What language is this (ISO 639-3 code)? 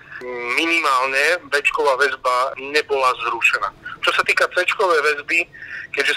slk